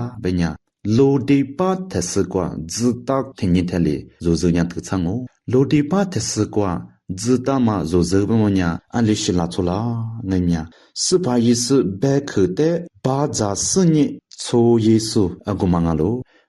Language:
Lisu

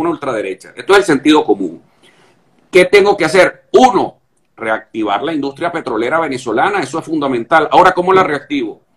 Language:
Spanish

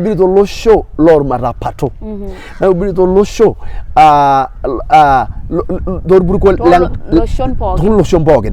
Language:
Masai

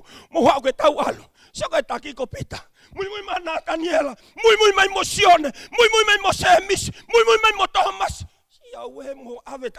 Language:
Tongan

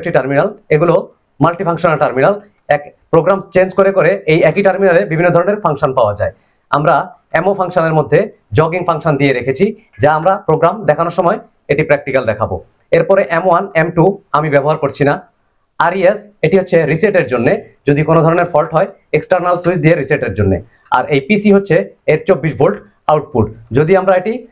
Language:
Bangla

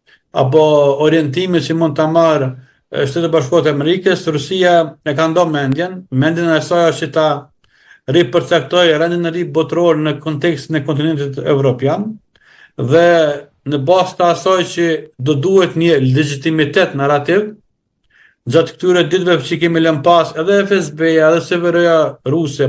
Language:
Albanian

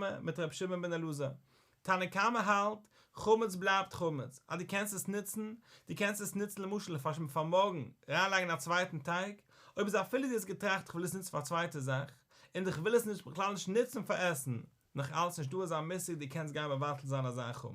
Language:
Yiddish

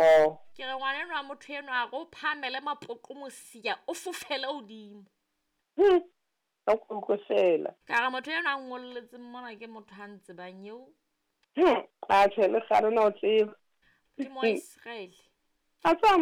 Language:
Southern Sotho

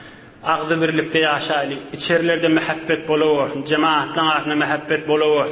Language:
Turkmen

